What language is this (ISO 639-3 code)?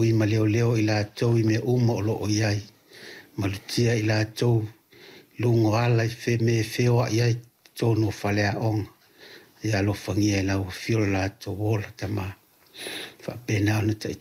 smo